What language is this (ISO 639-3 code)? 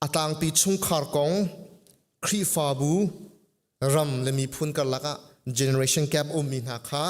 cnh